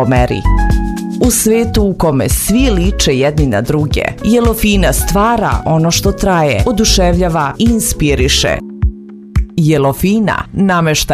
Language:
Serbian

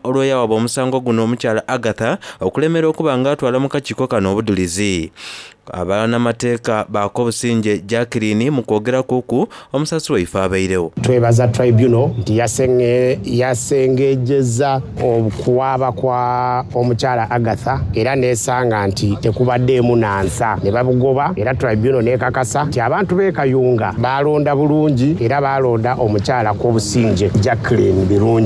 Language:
Soga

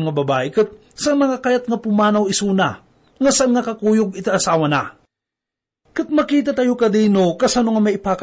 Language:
Iloko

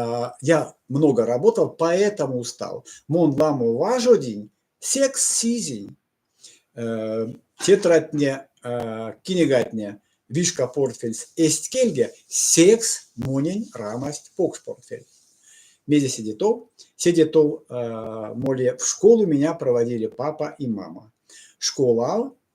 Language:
Erzya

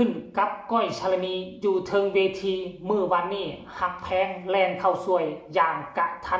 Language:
Northeastern Thai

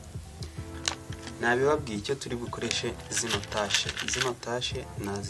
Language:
Kinyarwanda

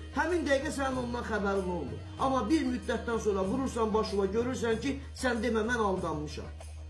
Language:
Azerbaijani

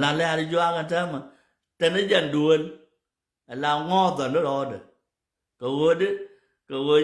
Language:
Nuer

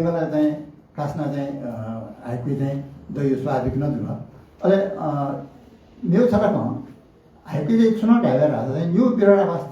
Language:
Newari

